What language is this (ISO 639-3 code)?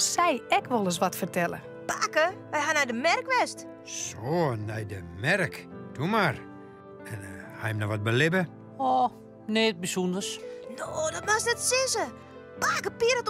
fry